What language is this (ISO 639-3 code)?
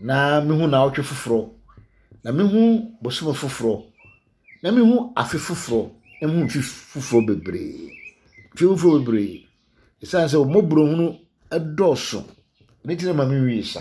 aka